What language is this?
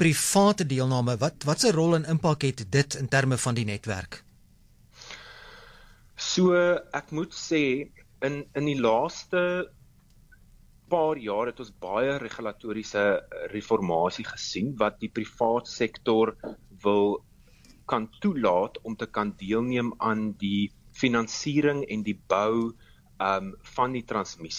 Afrikaans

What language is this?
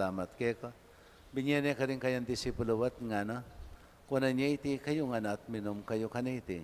Pampanga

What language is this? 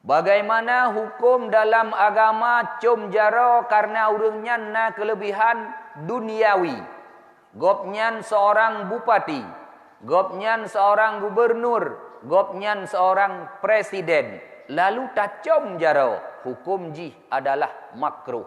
Achinese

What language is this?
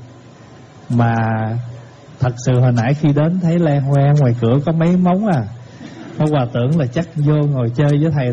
Vietnamese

